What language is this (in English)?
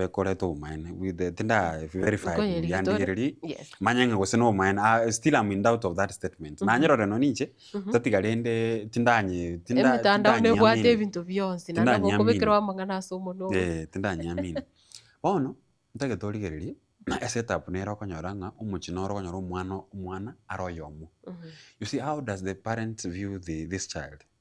Gusii